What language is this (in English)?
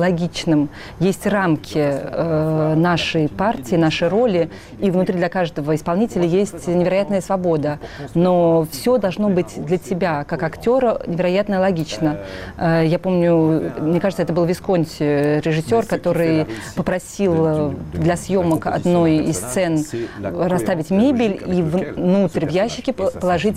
Russian